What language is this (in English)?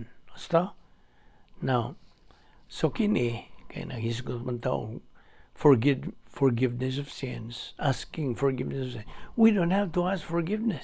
Cebuano